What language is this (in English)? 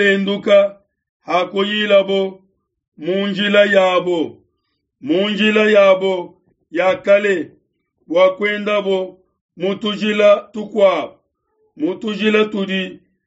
Luba-Lulua